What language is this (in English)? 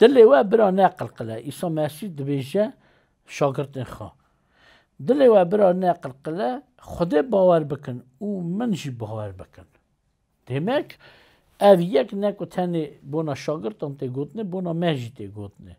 Kurdish